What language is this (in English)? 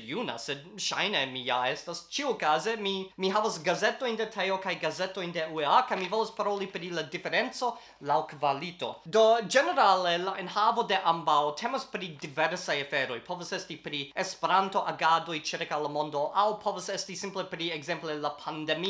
Esperanto